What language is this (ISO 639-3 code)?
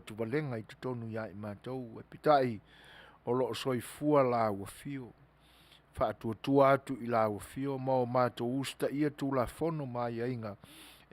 smo